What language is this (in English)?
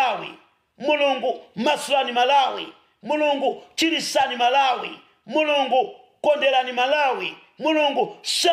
Nyanja